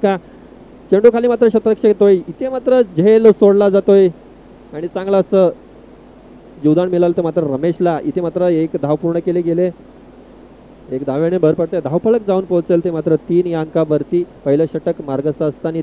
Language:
Marathi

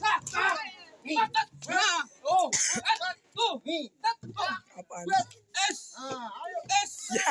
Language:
Betawi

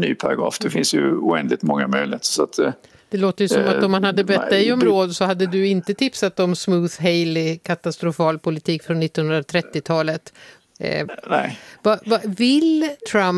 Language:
Swedish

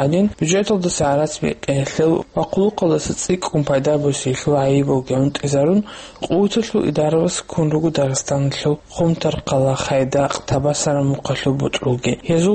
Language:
Avaric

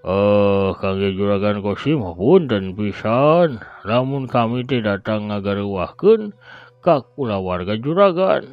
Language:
Sundanese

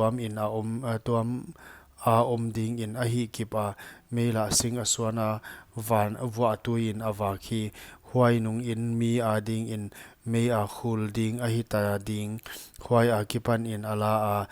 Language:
Paite Chin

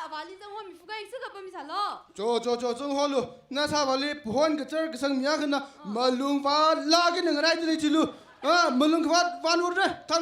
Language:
Tangkhul Naga (India)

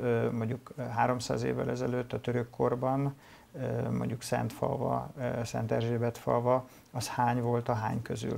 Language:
Hungarian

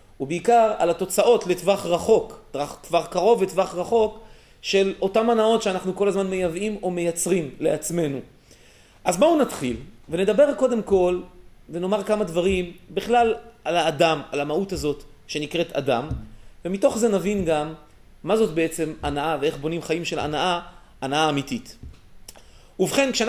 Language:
Hebrew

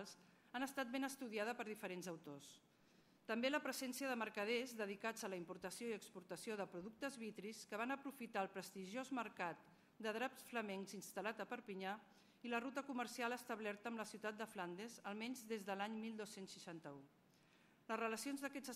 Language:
Catalan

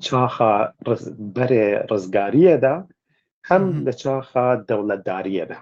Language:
Kurdish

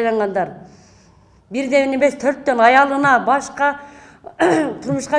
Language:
Kyrgyz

